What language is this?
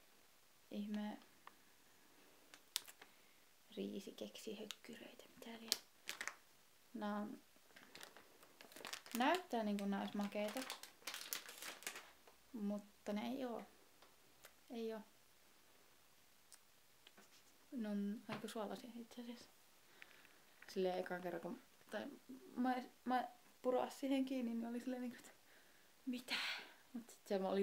Finnish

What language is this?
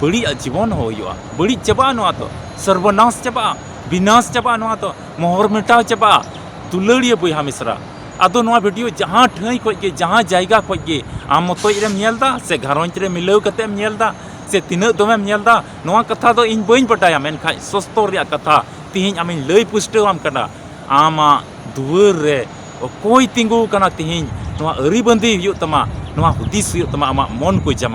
Santali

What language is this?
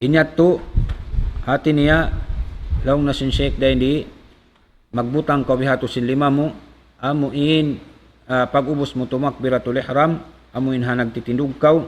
Tausug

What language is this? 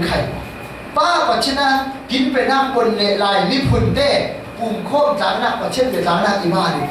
Falam Chin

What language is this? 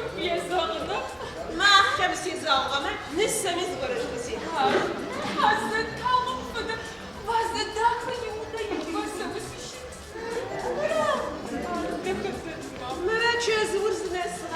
Adyghe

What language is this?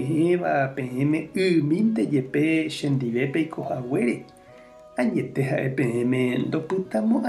Guarani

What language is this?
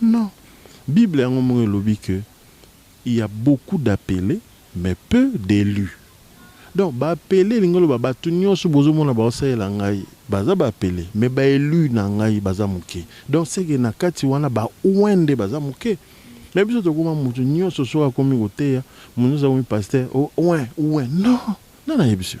Lingala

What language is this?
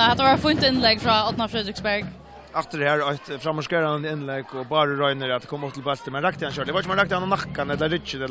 Faroese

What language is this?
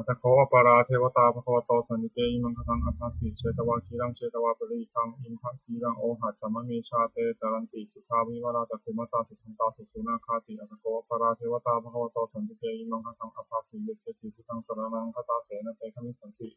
Pali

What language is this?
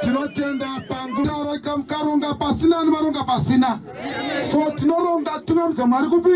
Shona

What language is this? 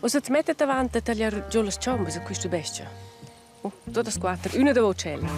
Romansh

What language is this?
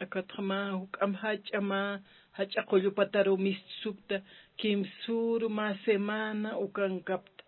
Aymara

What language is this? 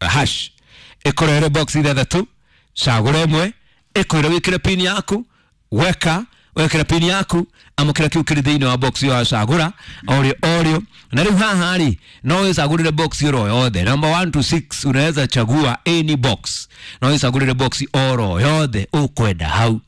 Kikuyu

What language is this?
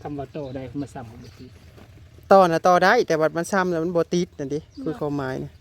Northeastern Thai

